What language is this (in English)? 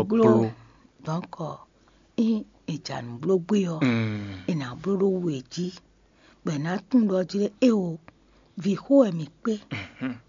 Fon